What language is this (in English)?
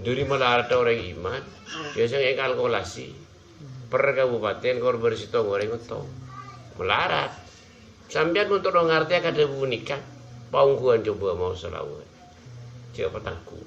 Madurese